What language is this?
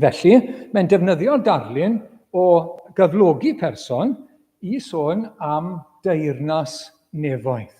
Welsh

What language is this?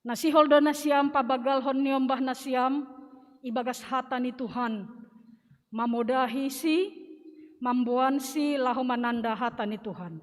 Batak Simalungun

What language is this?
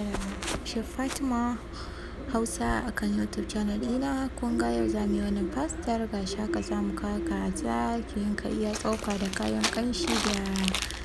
Hausa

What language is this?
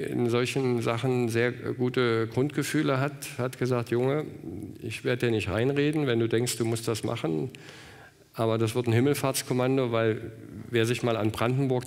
German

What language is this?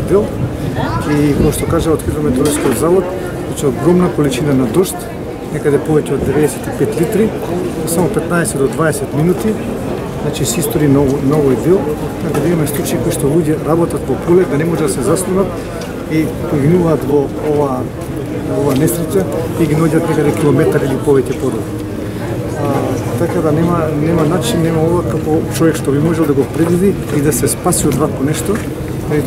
Macedonian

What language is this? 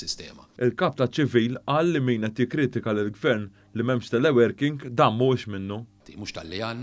Maltese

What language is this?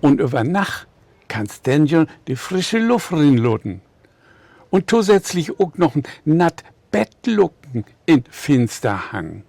Low German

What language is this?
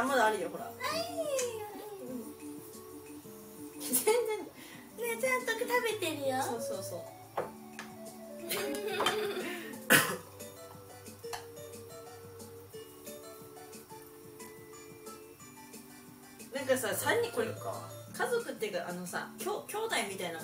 Japanese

